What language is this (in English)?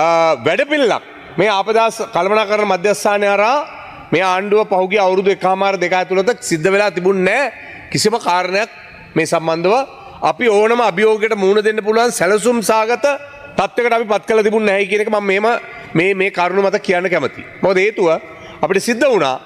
Sinhala